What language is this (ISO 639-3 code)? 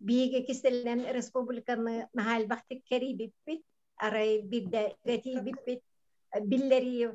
sah